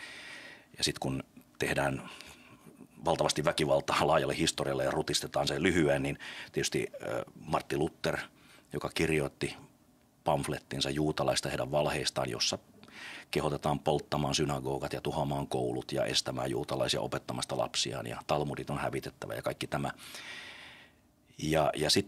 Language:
Finnish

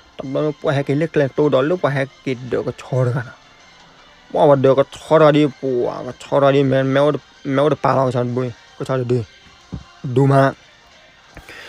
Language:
S'gaw Karen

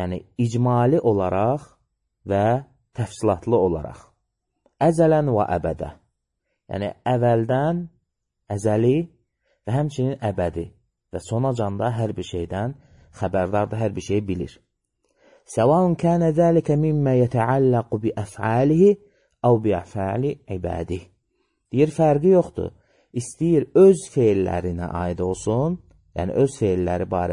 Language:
Azerbaijani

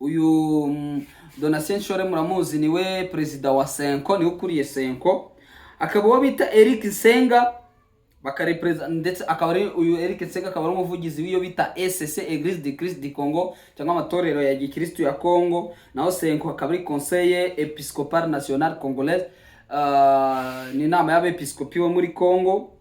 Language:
Kinyarwanda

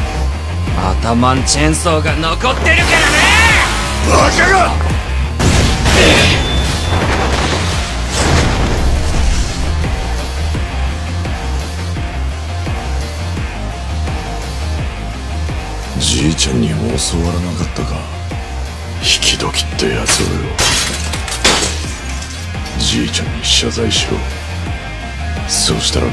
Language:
Japanese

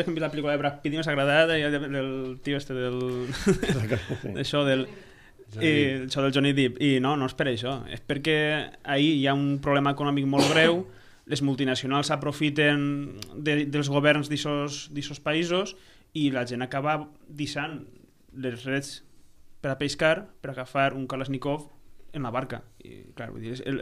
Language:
Catalan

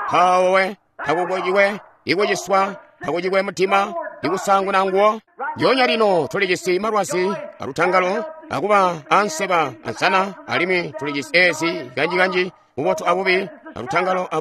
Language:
Tonga (Zambia)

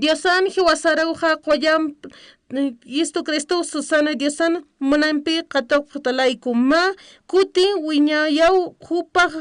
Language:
Aymara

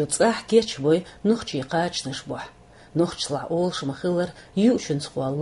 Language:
Chechen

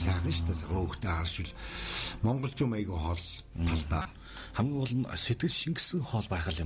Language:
Mongolian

